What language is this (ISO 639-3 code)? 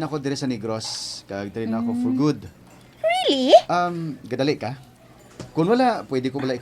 hil